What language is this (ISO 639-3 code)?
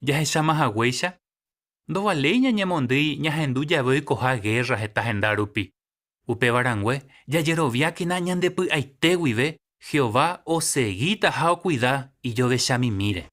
grn